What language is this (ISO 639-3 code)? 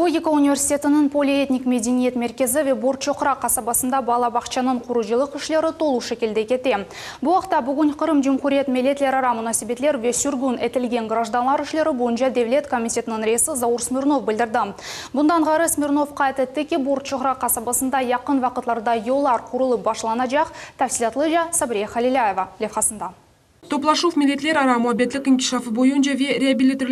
crh